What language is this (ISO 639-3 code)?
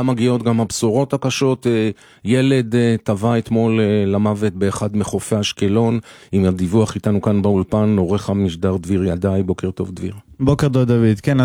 heb